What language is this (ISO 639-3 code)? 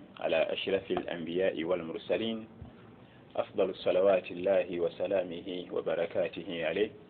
lug